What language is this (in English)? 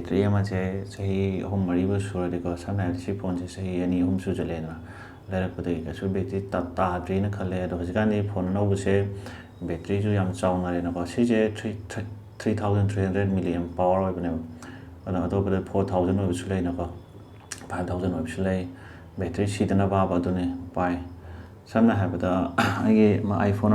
Manipuri